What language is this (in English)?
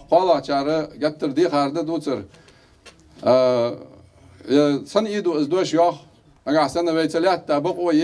Ingush